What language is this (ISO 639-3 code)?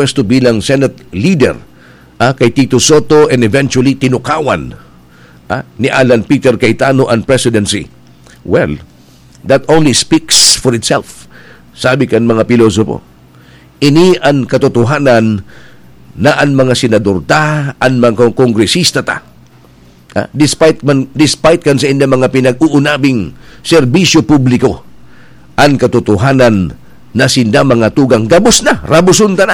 bik